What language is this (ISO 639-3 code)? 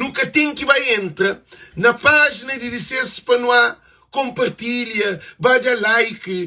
kea